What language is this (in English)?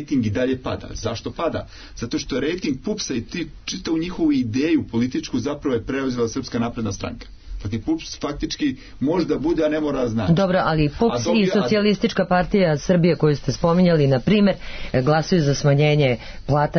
Serbian